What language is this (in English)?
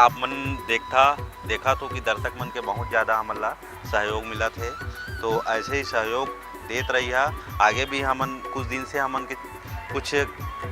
Chhattisgarhi